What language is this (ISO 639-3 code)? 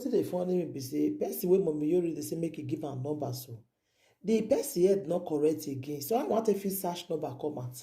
pcm